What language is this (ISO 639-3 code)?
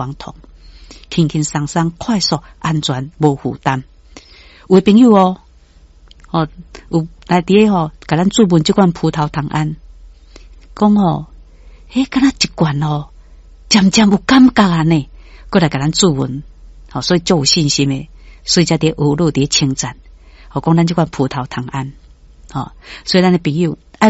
nan